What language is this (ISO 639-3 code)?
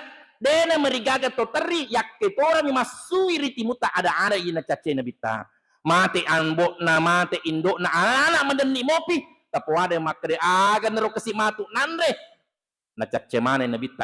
bug